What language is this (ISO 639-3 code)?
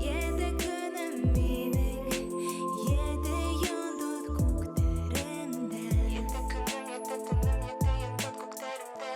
bak